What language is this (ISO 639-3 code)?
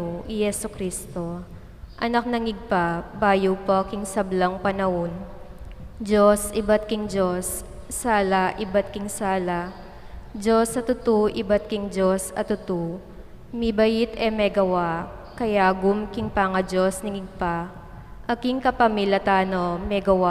pam